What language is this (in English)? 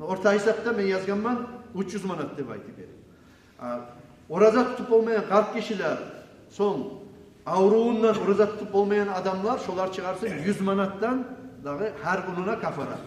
Kumyk